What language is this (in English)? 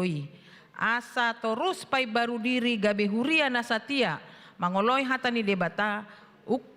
Batak Toba